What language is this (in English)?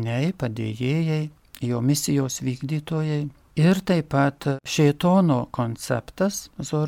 Lithuanian